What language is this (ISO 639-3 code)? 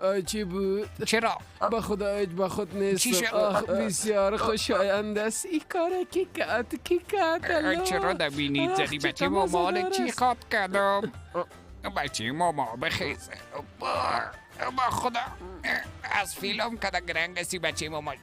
fas